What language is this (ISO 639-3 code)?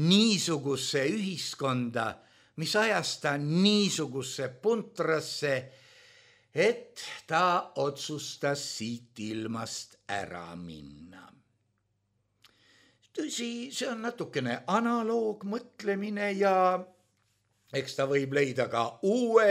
est